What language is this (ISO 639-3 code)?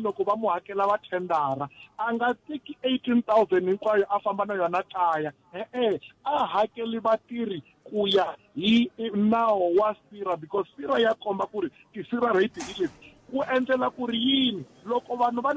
tso